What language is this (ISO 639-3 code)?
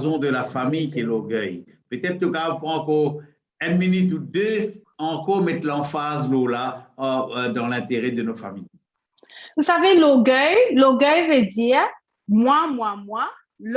mfe